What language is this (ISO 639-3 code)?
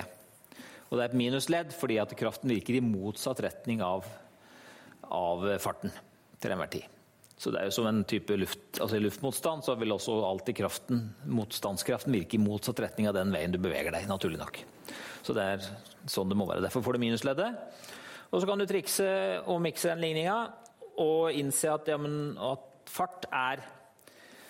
nor